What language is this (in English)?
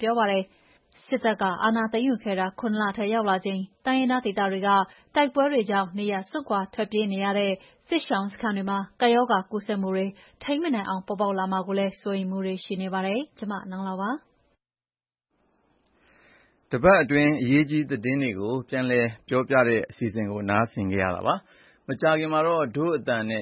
Burmese